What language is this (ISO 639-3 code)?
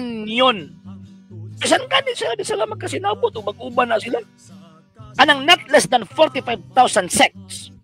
ceb